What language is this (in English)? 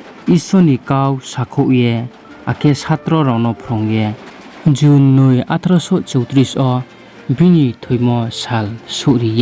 Riang (India)